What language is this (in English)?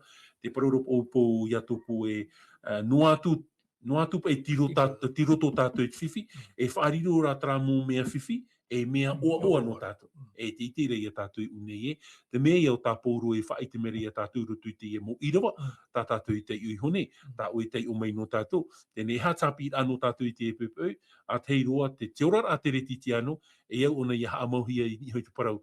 Tahitian